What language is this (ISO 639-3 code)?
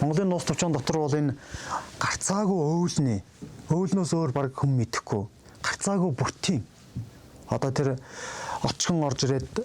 mon